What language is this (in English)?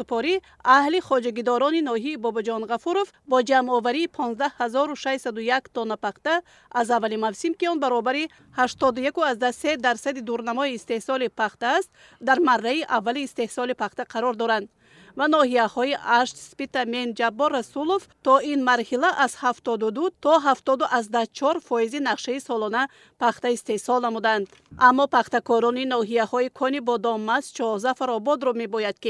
Tajik